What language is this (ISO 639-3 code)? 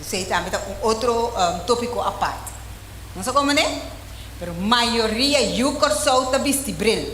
pap